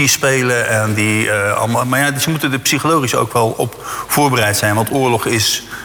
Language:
Dutch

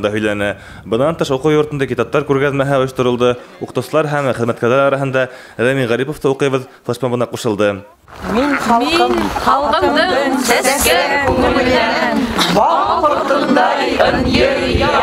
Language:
Bashkir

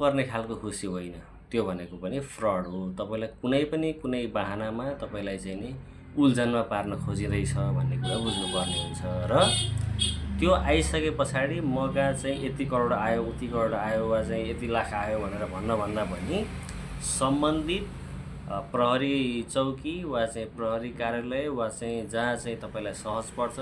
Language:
Nepali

